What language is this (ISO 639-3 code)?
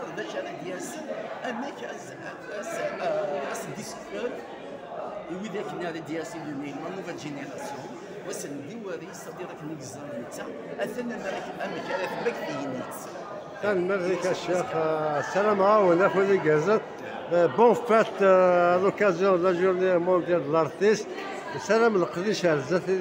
kab